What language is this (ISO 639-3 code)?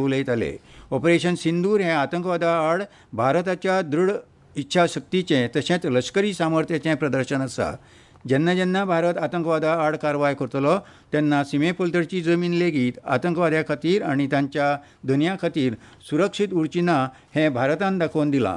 kok